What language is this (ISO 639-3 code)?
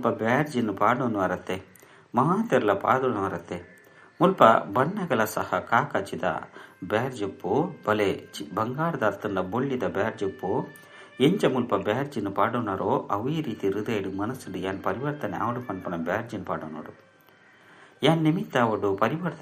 tcy